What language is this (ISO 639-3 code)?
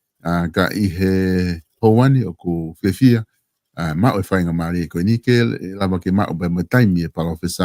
ton